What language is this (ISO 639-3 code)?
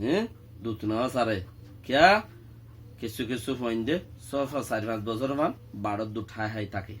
rhg